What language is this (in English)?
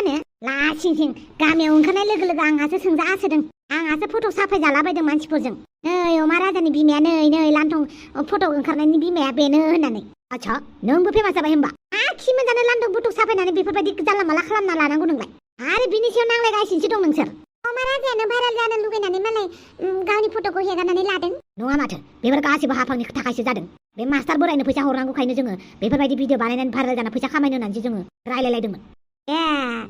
Bodo